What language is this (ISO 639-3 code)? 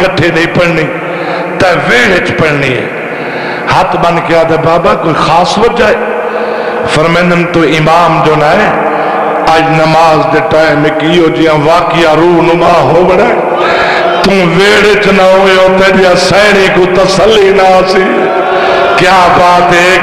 skr